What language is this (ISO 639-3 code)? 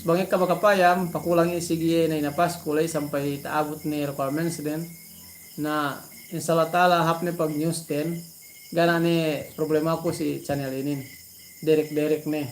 yka